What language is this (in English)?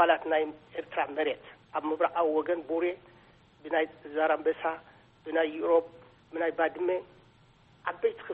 Tigrinya